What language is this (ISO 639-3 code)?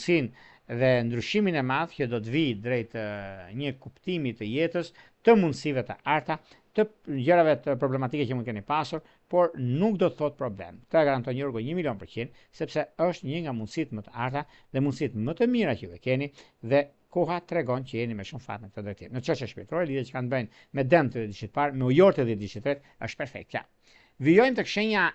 sqi